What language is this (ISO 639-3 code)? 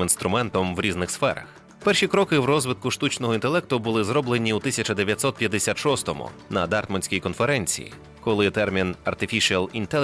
ukr